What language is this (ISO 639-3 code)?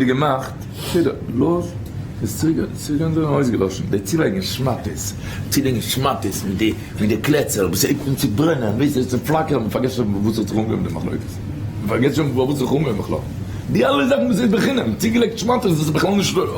yid